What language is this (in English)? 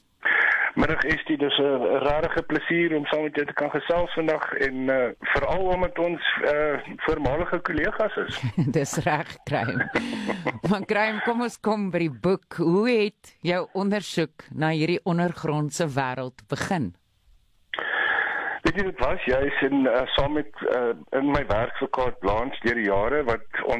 Afrikaans